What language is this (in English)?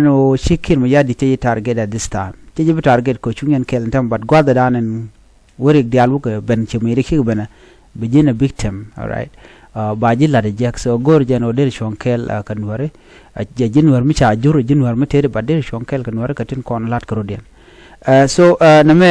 Nuer